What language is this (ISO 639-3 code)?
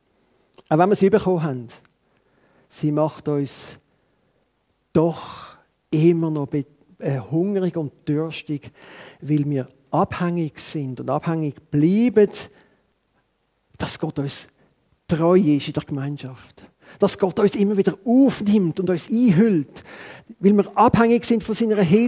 deu